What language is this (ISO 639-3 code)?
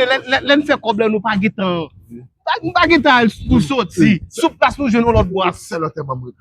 hat